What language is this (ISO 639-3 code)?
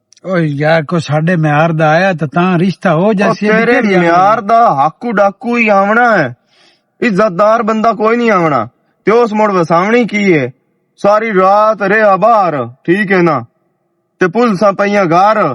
lah